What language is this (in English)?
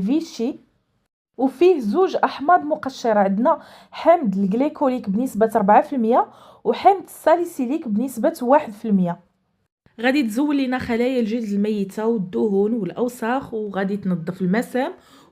Moroccan Arabic